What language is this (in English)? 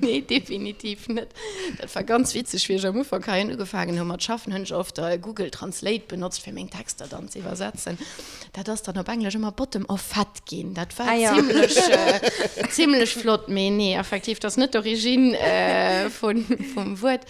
Luxembourgish